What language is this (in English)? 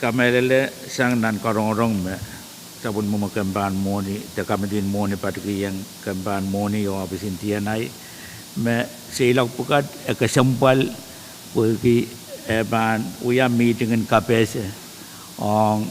Pohnpeian